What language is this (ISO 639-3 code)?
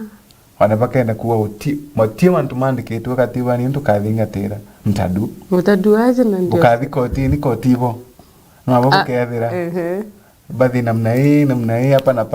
mer